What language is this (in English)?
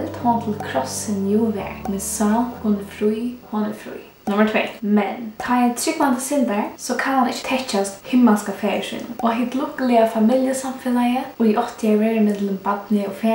Faroese